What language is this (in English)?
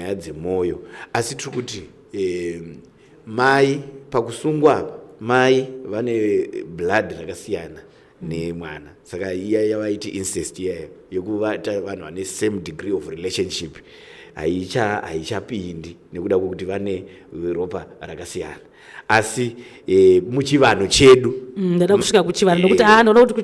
Shona